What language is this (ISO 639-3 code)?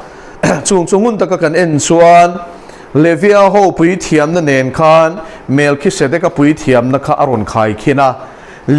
lus